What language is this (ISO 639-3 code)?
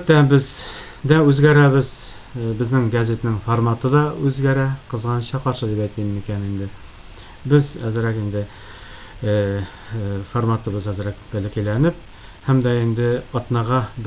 tat